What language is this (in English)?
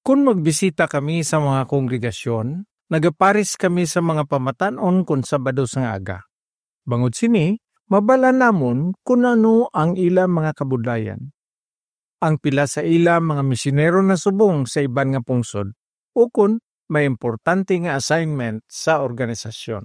Hiligaynon